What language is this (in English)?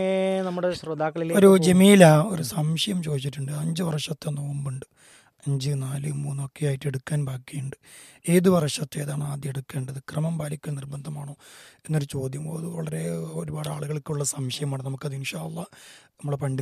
Malayalam